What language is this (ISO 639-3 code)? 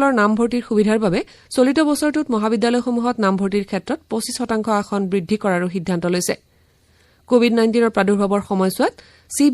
asm